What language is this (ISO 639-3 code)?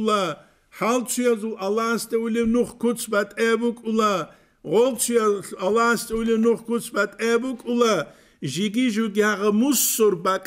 ava